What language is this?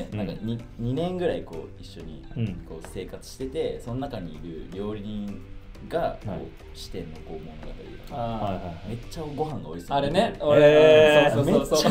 Japanese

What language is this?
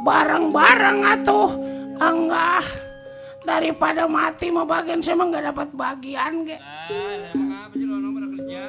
Betawi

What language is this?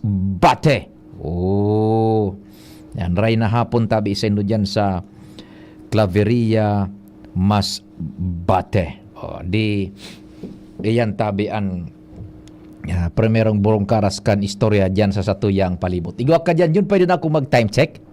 Bikol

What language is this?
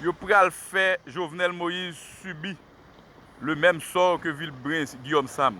Haitian Creole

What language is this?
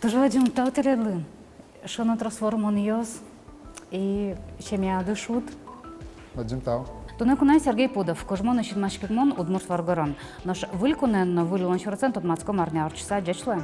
Udmurt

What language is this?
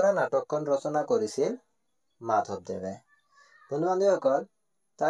Assamese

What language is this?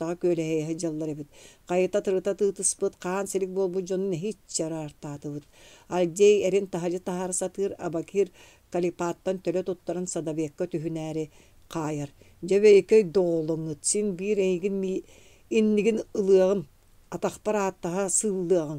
Yakut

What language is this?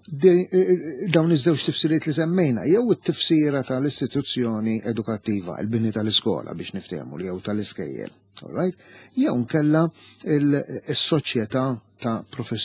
Maltese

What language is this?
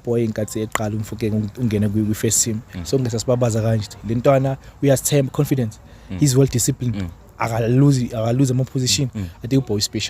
Zulu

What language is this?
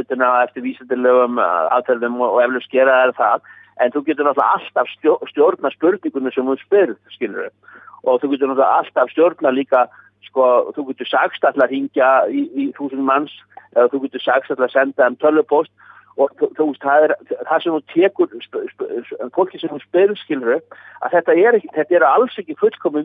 Icelandic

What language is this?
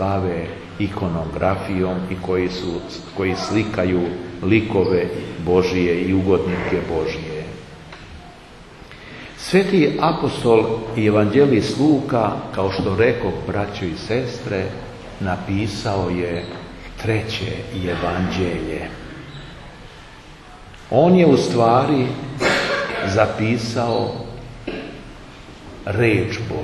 Serbian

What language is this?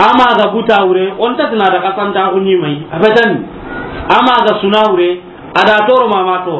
Soninke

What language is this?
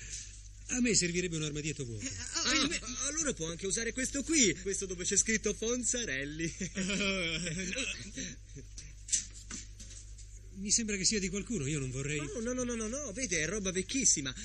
Italian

